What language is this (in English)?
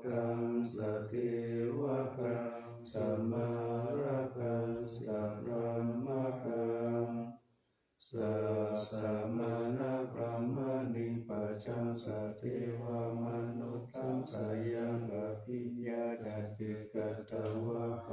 Pali